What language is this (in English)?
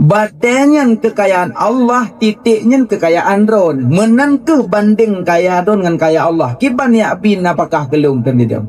Achinese